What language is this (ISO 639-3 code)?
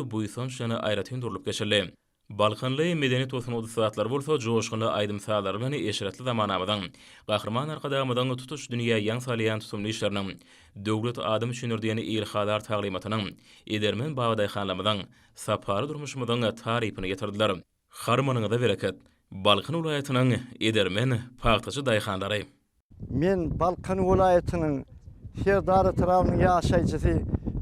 tuk